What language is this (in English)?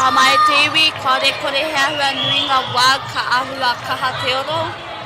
Māori